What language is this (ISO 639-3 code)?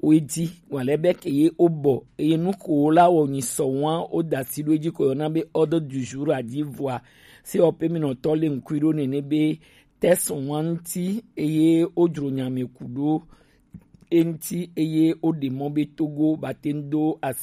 gej